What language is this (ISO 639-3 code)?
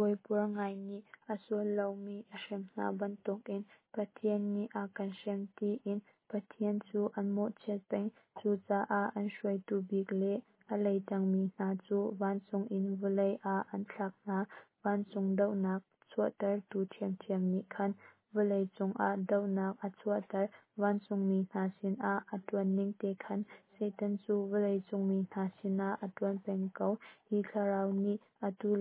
cnh